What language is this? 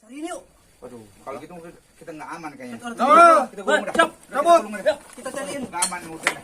Betawi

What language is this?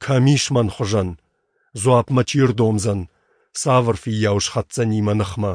Ossetic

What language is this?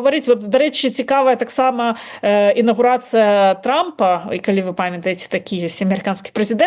Belarusian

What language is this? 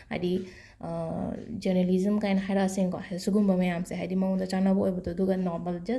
Manipuri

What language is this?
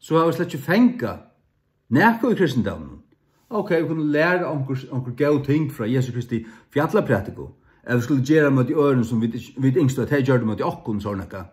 Faroese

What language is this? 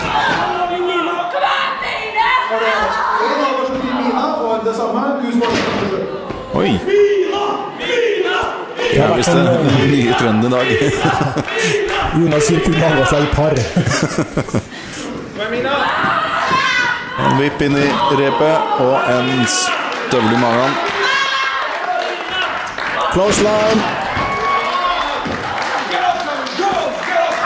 Norwegian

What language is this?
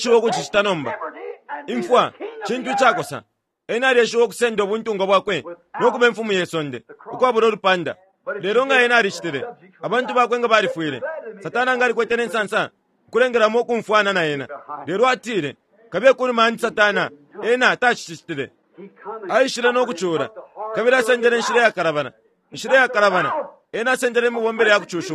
Bemba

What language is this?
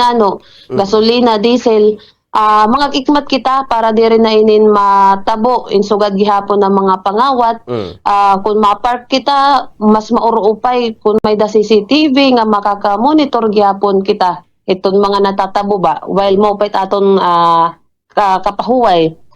Waray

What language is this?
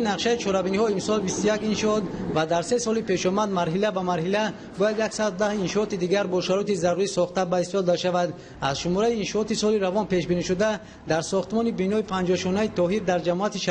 Tajik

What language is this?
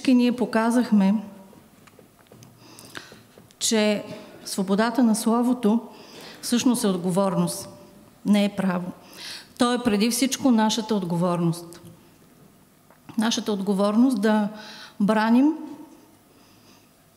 Bulgarian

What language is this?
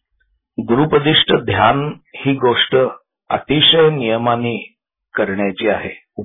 Marathi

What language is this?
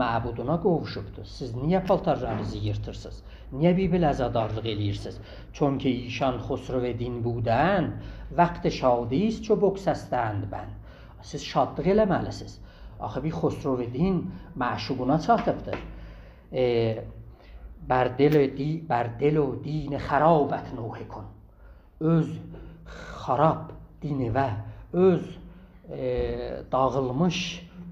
South Azerbaijani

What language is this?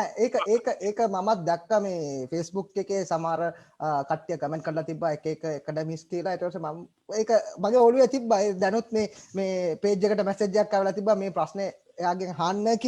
Sinhala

